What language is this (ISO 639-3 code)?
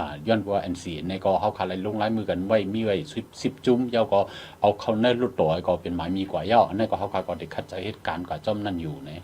shn